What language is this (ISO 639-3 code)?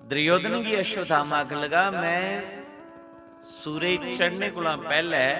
doi